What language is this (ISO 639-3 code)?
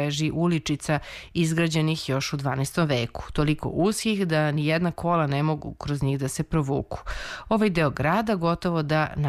srp